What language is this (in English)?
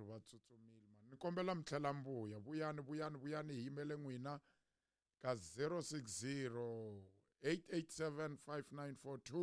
Tsonga